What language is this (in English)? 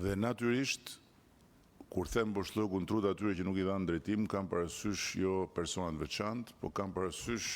Albanian